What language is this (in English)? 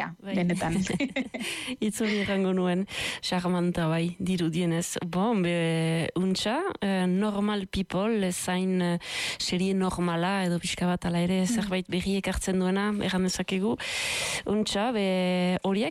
Basque